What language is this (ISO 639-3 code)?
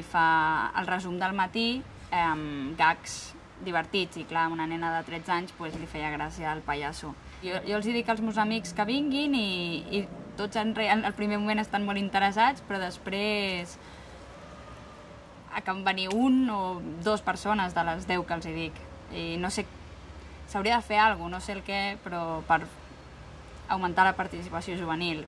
cat